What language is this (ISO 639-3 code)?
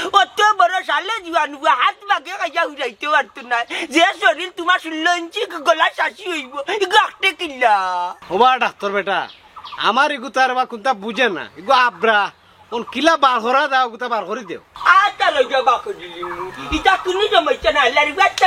syl